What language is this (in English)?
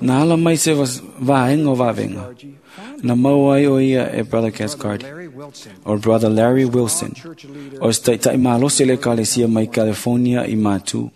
Samoan